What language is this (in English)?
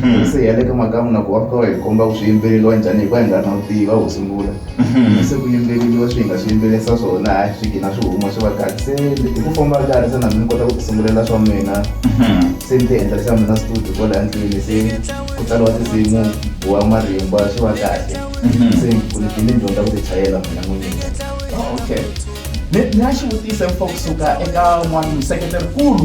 Tsonga